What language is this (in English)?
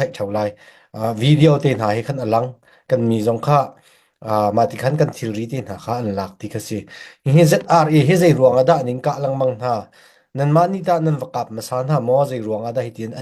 Hakha Chin